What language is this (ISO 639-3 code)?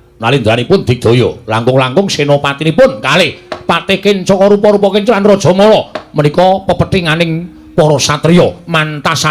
jav